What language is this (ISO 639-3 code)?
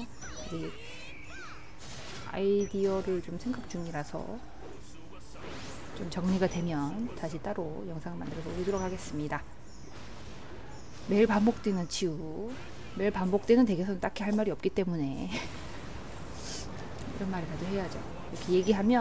kor